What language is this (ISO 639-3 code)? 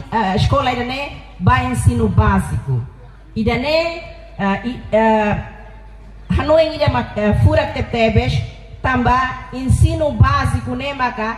tet